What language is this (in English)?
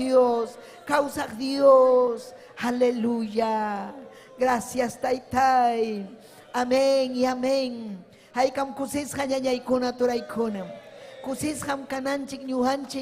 Ayacucho Quechua